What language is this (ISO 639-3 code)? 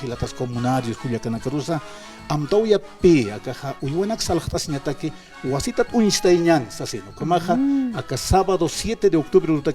aym